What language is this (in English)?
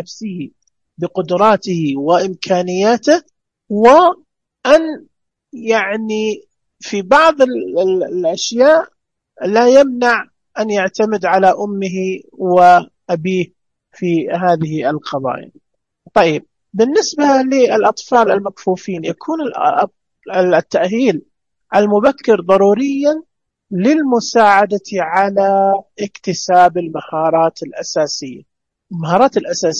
Najdi Arabic